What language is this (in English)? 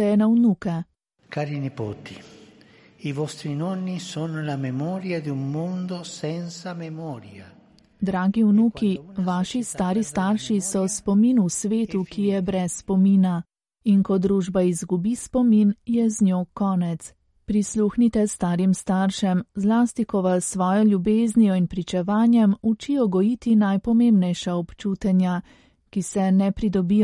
Slovenian